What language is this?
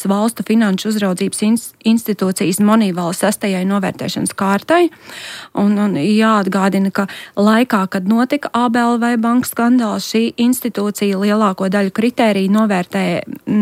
Latvian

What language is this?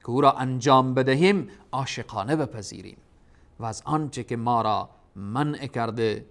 Persian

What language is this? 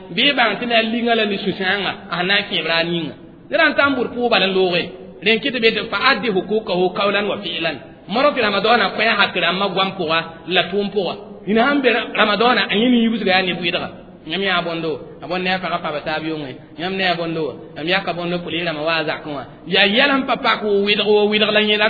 Mossi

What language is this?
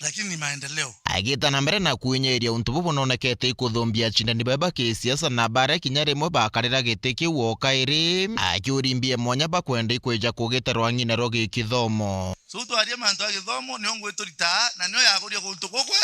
Meru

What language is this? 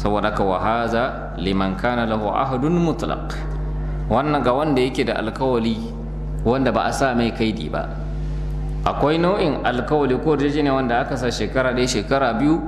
Hausa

